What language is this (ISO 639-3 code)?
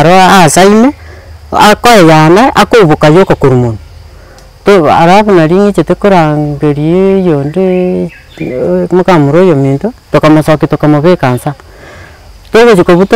guz